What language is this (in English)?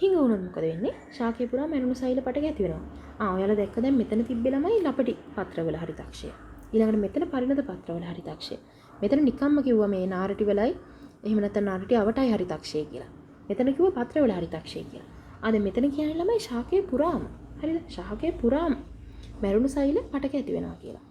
Sinhala